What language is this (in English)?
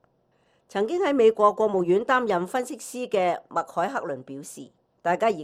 Cantonese